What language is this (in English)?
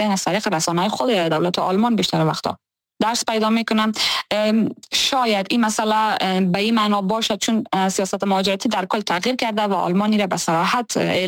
Persian